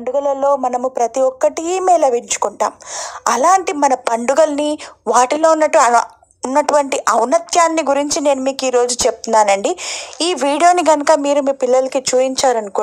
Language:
Telugu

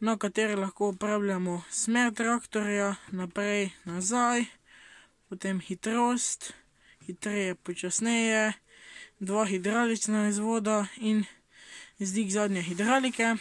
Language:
Slovenian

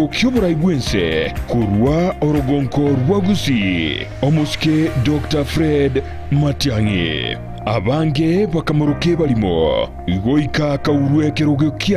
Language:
Gusii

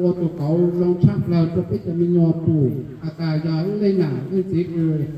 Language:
Hmong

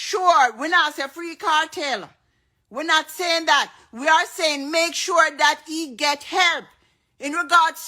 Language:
Jamaican Creole English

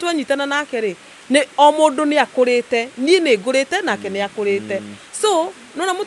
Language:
Kikuyu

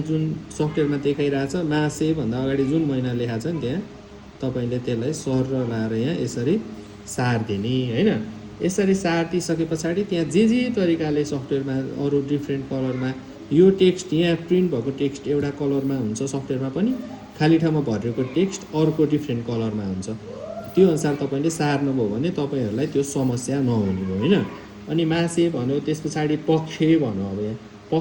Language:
Nepali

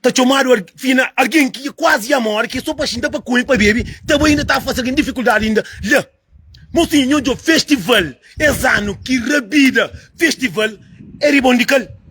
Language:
Kabuverdianu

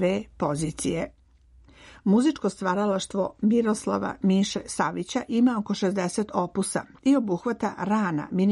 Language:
Serbian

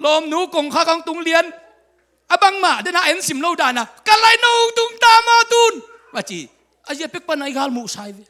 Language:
Tedim Chin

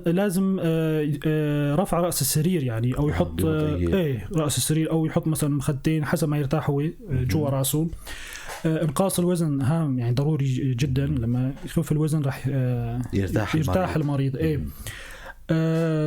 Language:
North Levantine Arabic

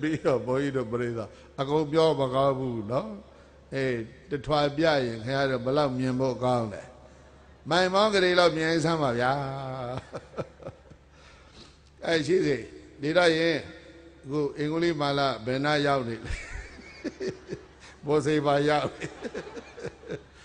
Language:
Burmese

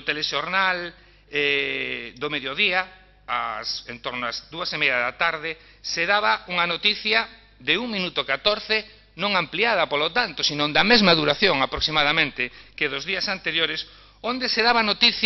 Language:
Galician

